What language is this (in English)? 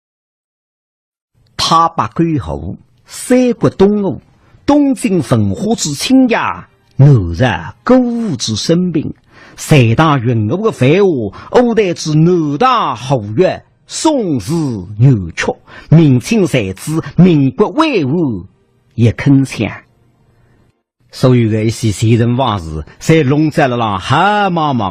Wu Chinese